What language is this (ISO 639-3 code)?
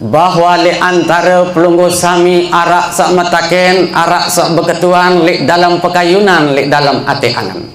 sas